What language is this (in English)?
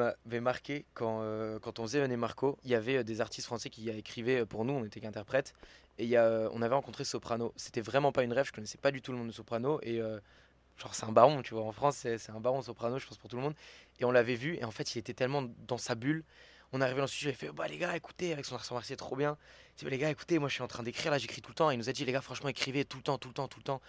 French